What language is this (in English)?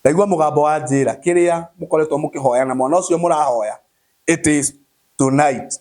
Kikuyu